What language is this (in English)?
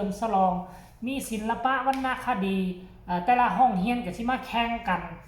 Northeastern Thai